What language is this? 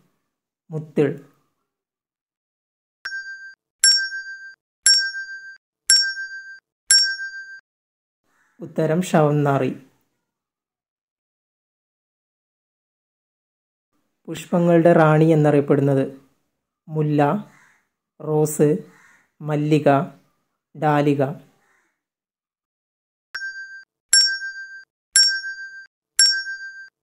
Malayalam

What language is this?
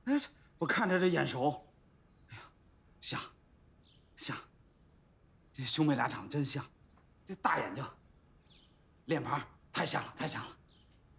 Chinese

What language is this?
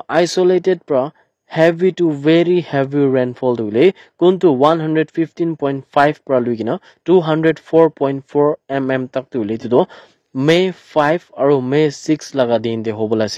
Naga Pidgin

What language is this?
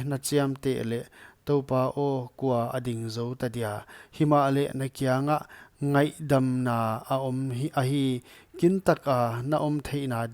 Paite Chin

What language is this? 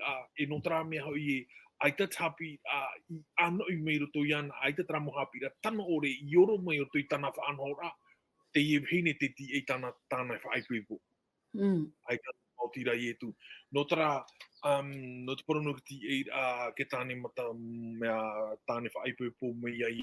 Tahitian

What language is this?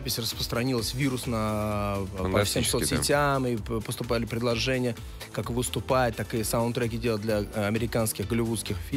Russian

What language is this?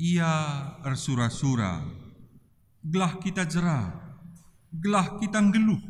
Batak Karo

